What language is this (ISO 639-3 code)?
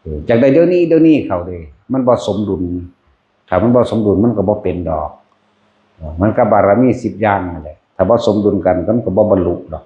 lao